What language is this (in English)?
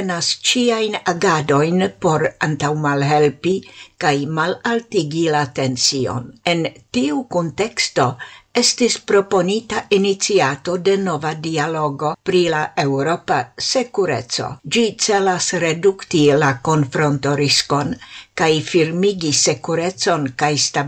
Esperanto